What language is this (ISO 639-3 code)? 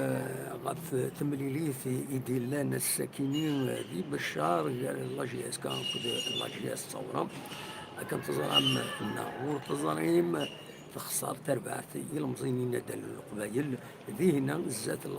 kab